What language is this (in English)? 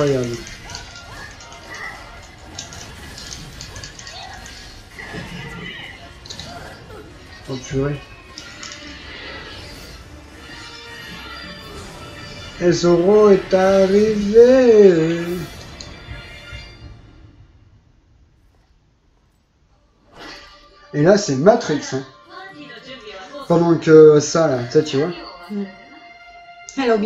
French